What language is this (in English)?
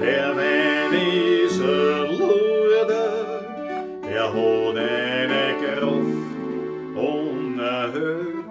Bavarian